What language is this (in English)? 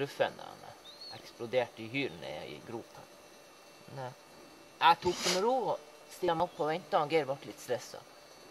Norwegian